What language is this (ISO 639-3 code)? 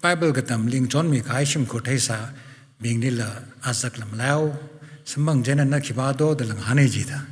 nmf